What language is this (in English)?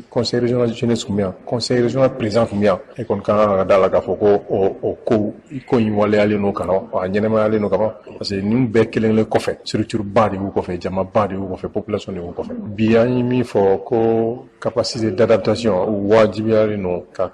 Bambara